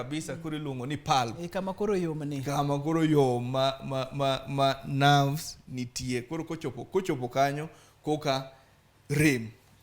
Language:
Luo (Kenya and Tanzania)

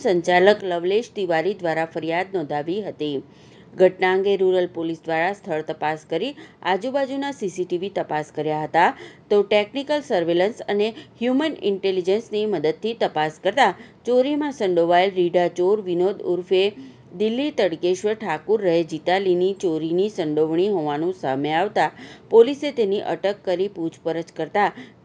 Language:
Gujarati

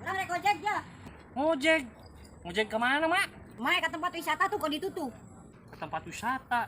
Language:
Sundanese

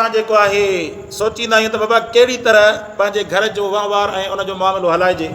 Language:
Sindhi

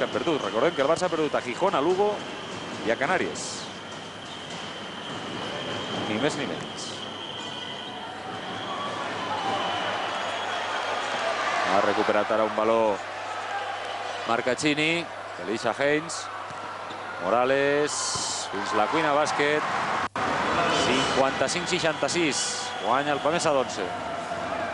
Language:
Catalan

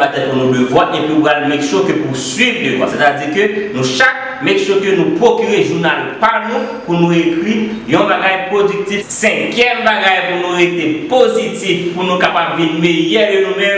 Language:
Haitian Creole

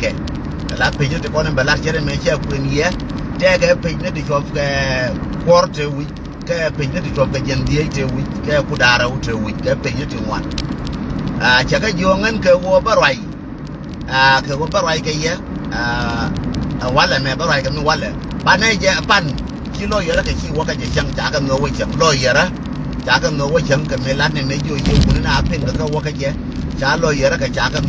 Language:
Nuer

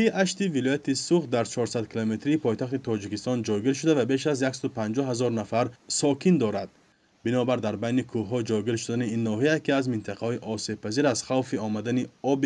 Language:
Tajik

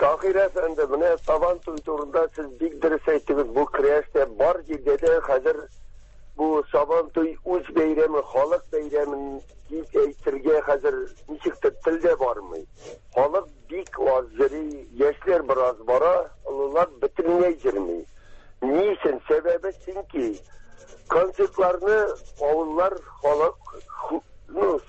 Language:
Tatar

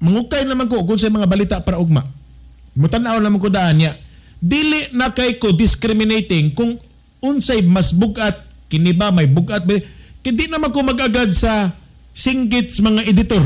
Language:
Cebuano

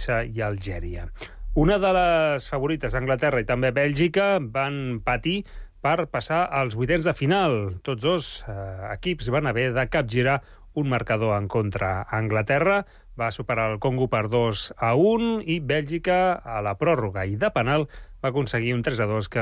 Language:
Catalan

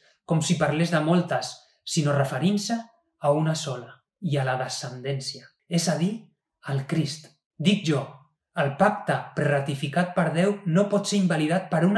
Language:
Catalan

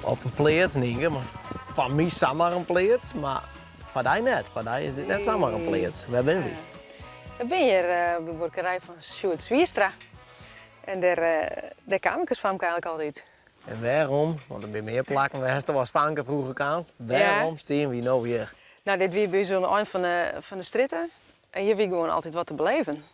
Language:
Western Frisian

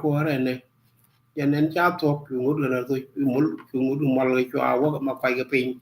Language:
Nuer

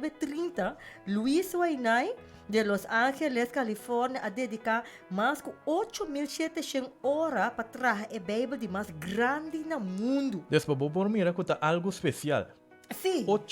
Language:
Papiamento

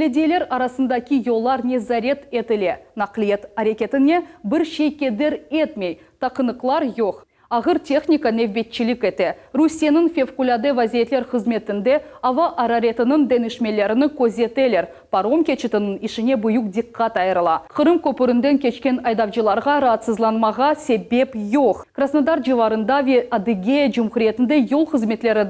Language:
Crimean Tatar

